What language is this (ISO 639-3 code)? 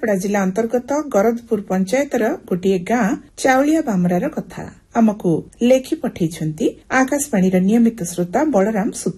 ori